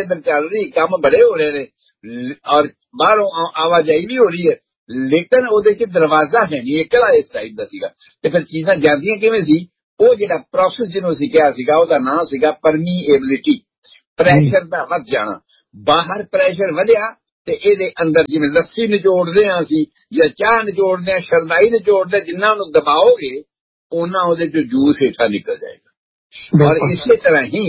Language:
Punjabi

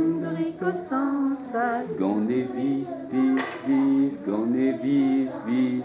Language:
Breton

